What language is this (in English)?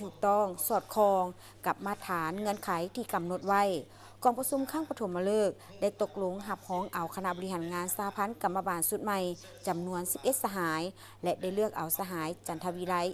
Lao